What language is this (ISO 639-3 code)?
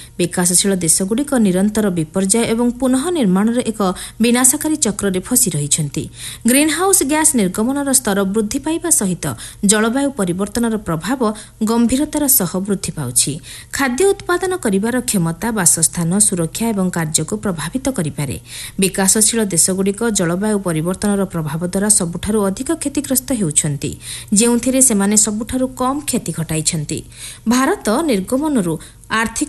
ori